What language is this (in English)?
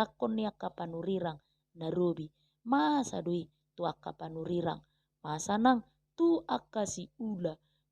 Batak Toba